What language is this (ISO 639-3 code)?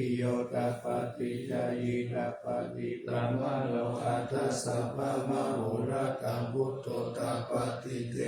pli